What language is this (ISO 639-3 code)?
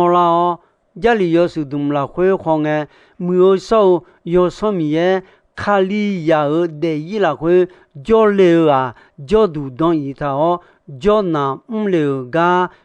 ahk